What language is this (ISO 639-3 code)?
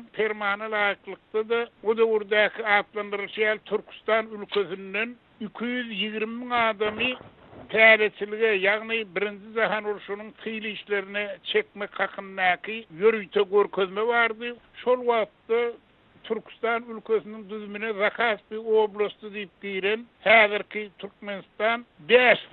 tuk